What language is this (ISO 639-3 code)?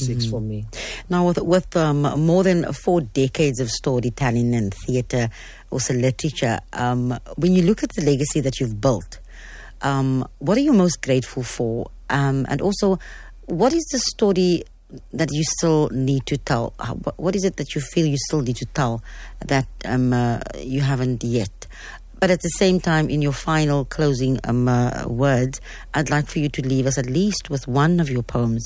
eng